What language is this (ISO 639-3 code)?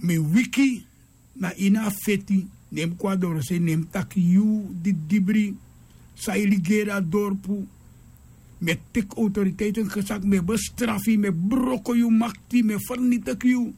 srn